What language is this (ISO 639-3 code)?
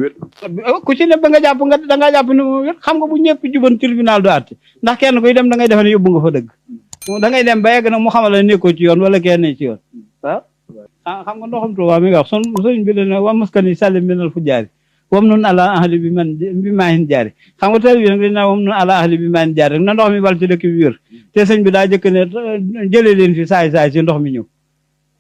wol